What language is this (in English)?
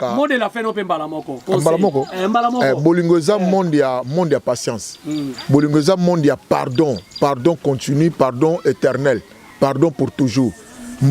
Lingala